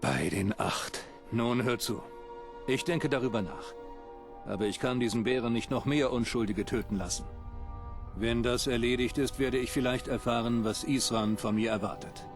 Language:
Bavarian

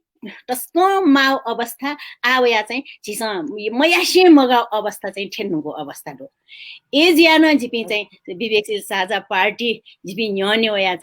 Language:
Newari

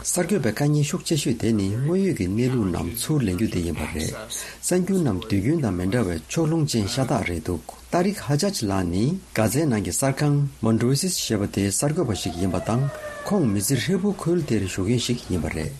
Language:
Tibetan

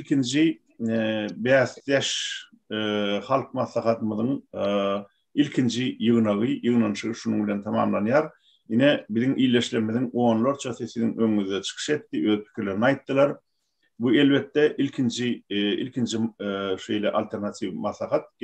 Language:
Turkmen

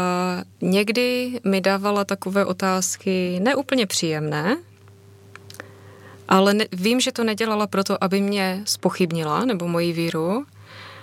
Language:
Czech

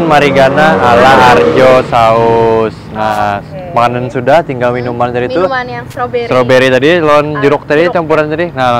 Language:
Banjar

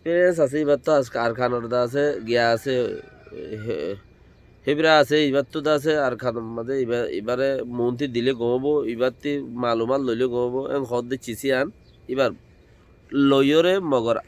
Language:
Rohingya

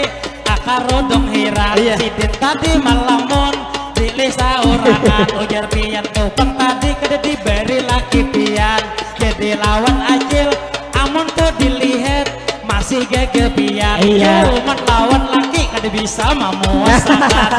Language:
Banjar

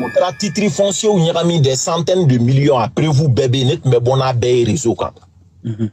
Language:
Bambara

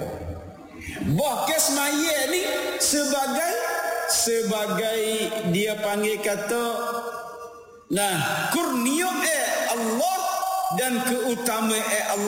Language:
Malay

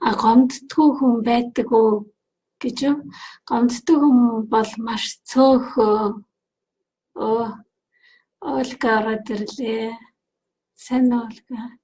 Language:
Mongolian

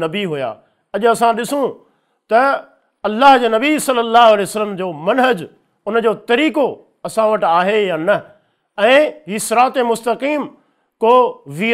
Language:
Sindhi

